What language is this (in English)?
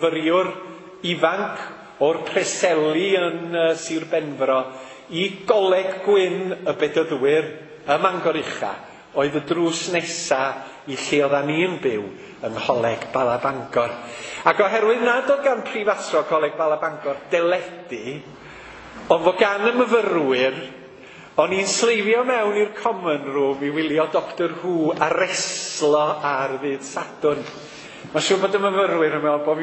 Welsh